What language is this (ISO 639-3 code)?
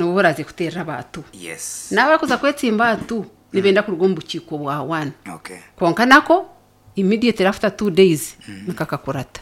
nyn